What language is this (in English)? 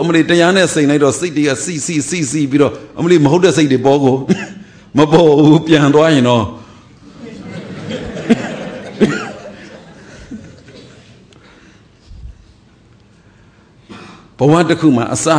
Burmese